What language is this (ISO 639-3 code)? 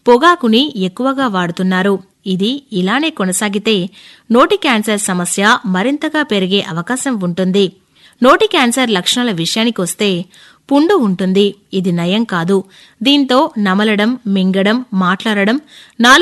tel